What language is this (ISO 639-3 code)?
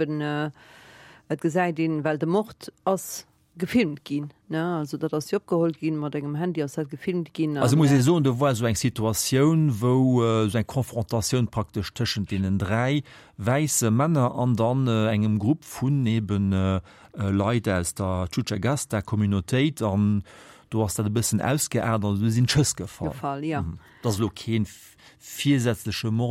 ltz